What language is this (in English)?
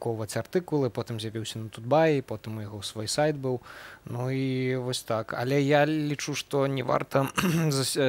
Belarusian